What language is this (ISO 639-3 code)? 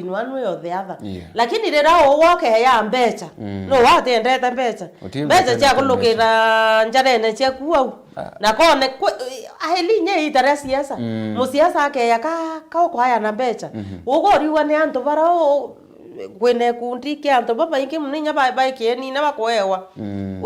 mer